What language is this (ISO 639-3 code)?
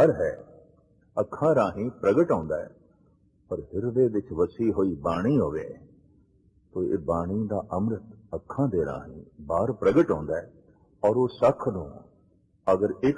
pan